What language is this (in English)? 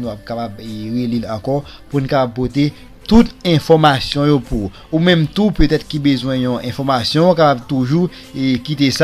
Haitian Creole